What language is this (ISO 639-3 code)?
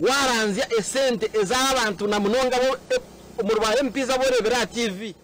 nyn